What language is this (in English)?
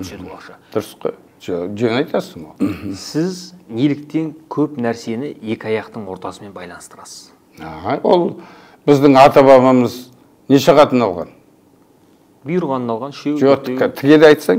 Kazakh